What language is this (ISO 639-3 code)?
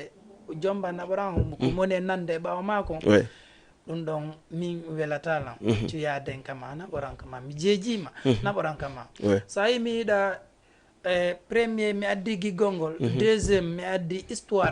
ful